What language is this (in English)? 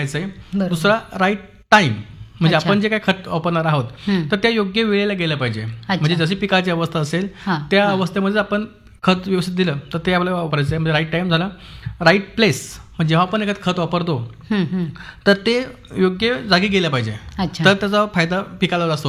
Marathi